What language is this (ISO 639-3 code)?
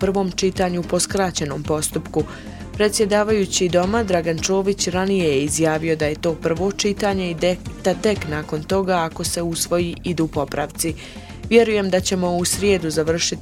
bos